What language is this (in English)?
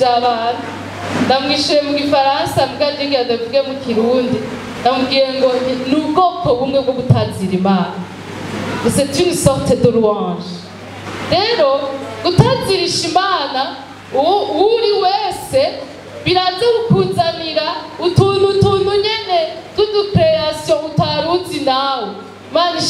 Rundi